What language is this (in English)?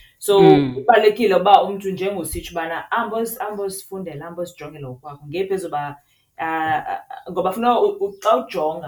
Xhosa